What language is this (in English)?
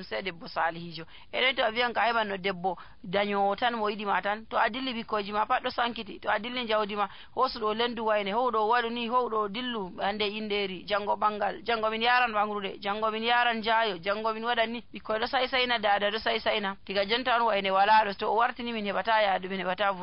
Nigerian Fulfulde